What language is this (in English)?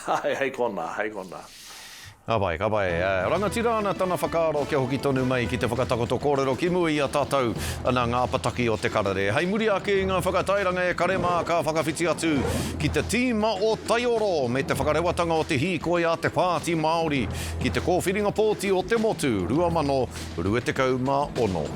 Māori